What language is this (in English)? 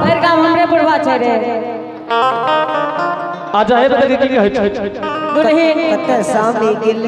Angika